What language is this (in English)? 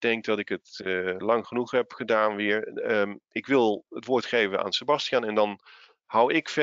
Dutch